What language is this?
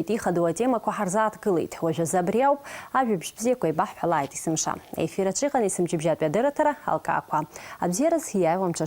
Abkhazian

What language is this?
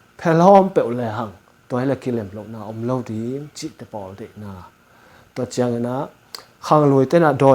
Tedim Chin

